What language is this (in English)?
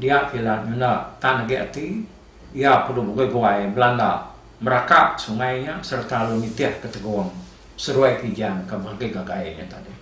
Iban